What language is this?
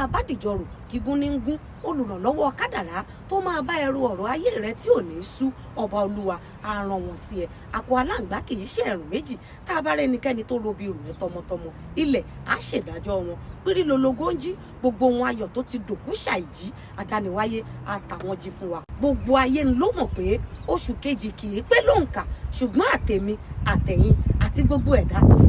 Yoruba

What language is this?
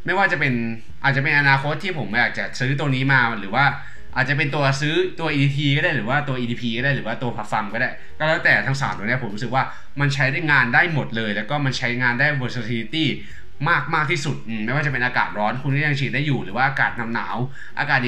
Thai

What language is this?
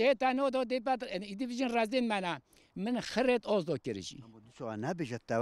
Kurdish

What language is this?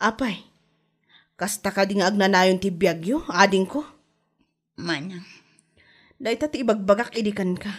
Iloko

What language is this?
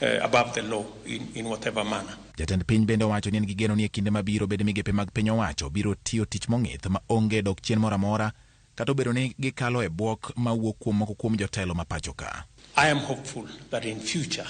Luo (Kenya and Tanzania)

